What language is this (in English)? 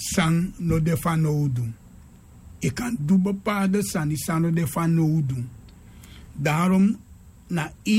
Sranan Tongo